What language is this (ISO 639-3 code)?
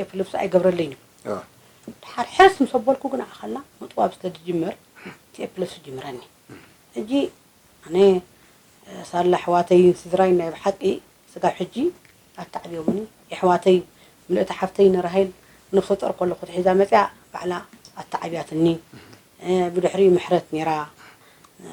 tir